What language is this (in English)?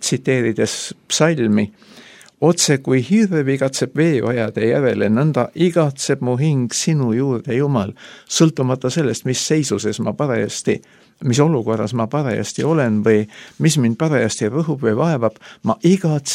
Estonian